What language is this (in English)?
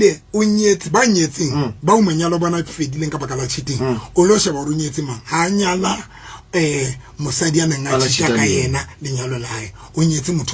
Southern Sotho